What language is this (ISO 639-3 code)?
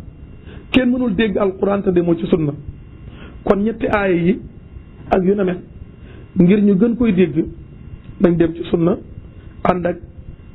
wol